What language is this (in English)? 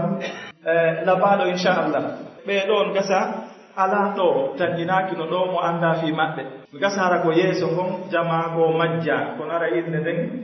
Pular